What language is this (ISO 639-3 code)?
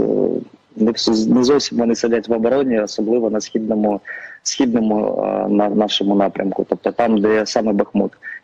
ukr